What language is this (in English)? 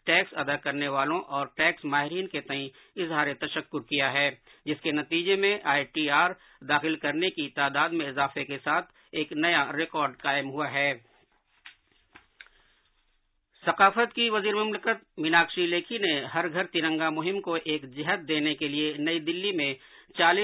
Urdu